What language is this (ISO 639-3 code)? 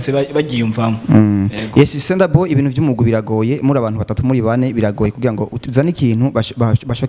run